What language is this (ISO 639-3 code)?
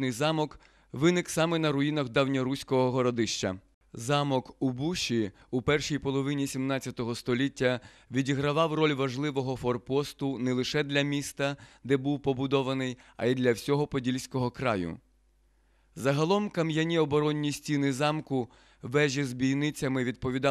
ukr